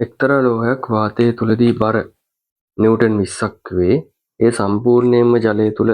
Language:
Sinhala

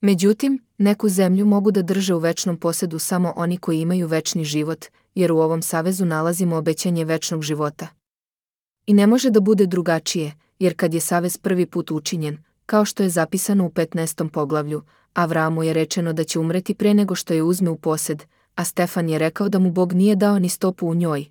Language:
Serbian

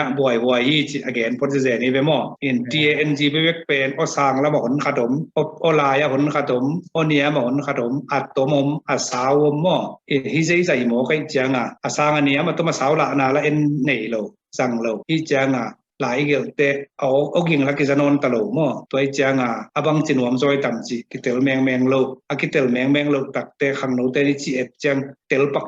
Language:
Tedim Chin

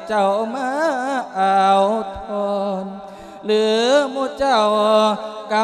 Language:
Lao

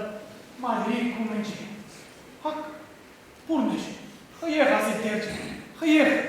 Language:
Chuvash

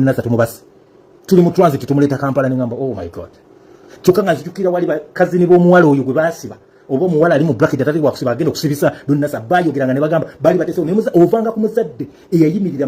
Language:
Ganda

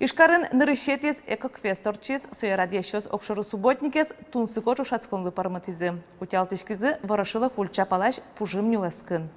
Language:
Udmurt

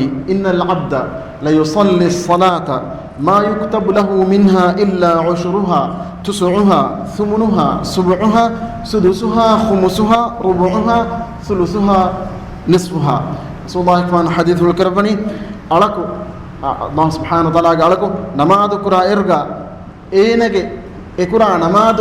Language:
Divehi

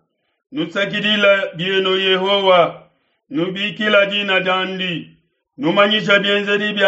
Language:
Luba-Lulua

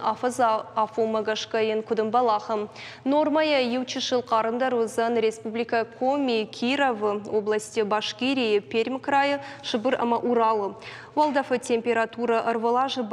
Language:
Ossetic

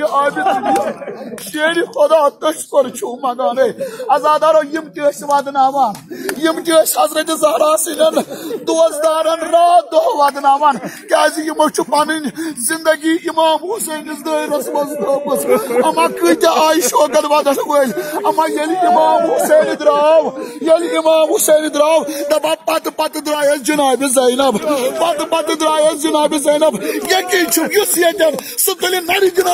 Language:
Kashmiri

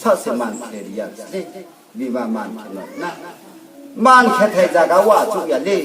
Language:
Riang (India)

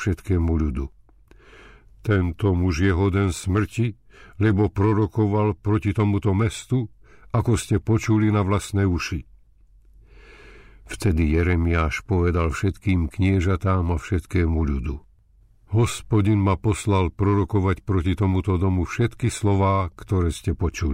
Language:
Slovak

